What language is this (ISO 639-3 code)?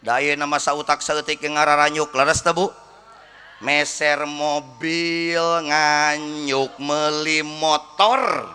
sun